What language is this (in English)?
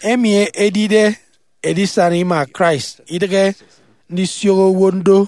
Efik